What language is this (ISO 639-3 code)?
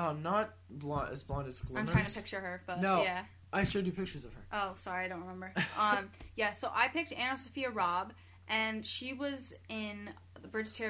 eng